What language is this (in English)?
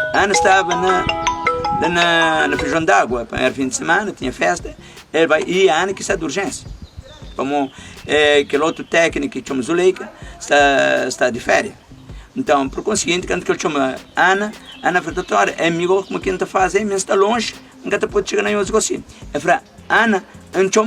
Kabuverdianu